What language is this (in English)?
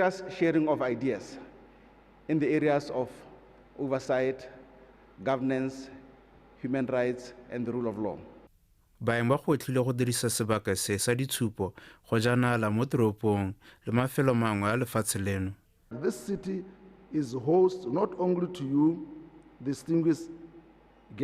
Tswana